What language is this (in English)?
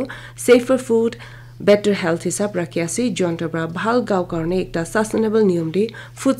Naga Pidgin